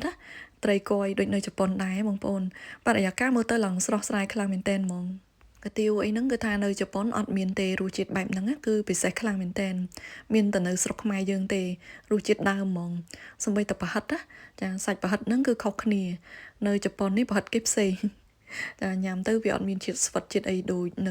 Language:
Khmer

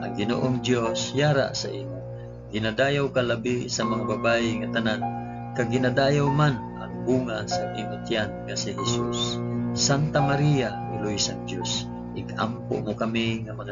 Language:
Hiligaynon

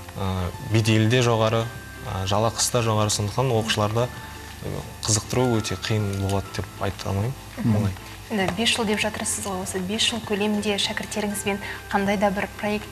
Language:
Kazakh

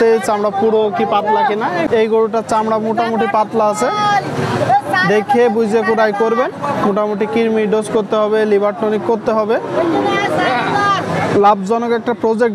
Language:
Bangla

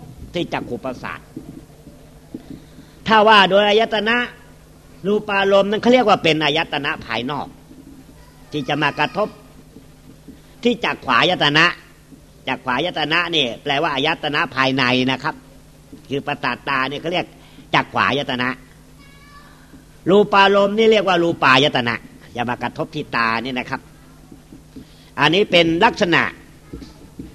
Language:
Thai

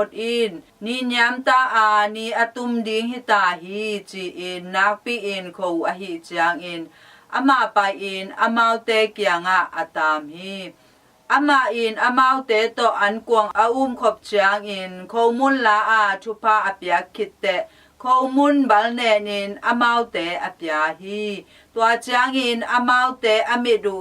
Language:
Tedim Chin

